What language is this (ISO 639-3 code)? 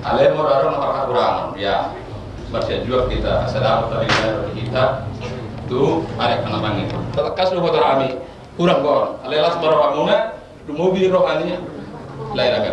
bbc